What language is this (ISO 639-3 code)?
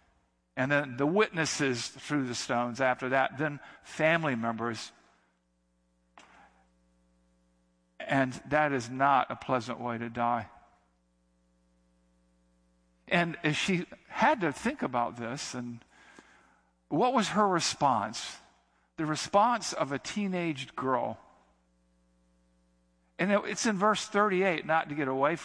eng